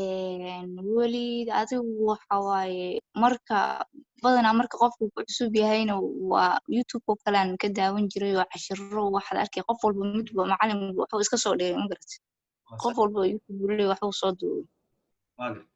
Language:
Somali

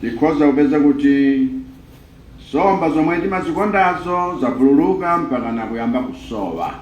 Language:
Nyanja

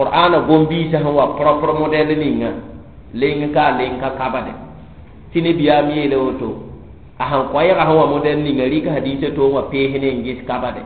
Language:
Mossi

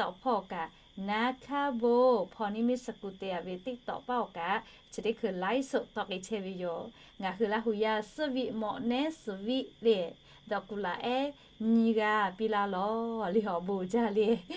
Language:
Lahu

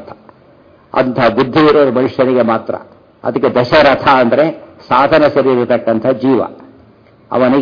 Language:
Kannada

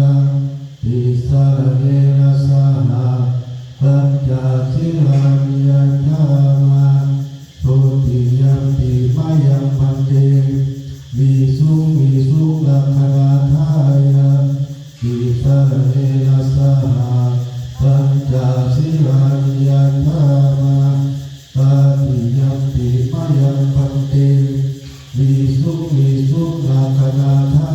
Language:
Pali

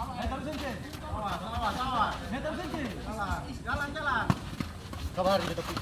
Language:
Ambonese Malay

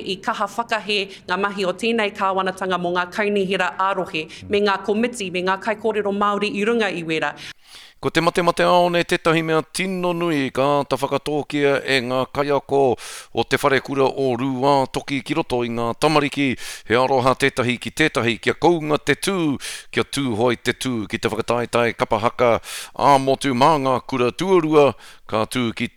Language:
Māori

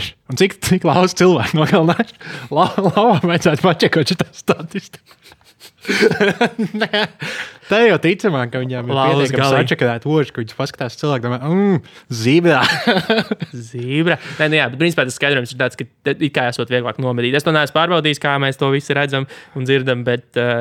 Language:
Latvian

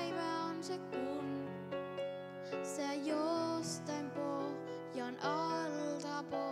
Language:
Finnish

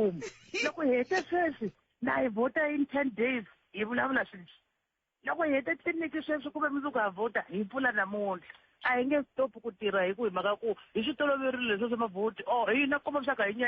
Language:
Tsonga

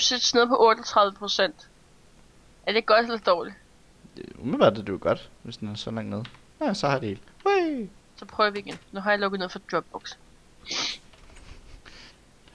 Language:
Danish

